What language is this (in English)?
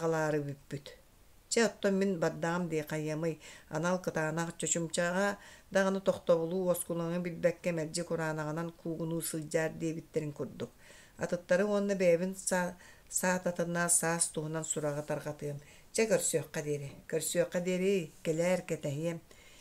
Yakut